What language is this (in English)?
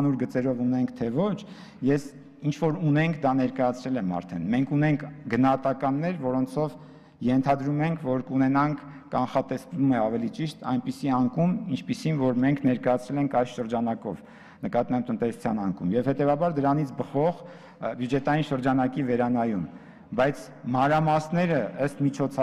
Armenian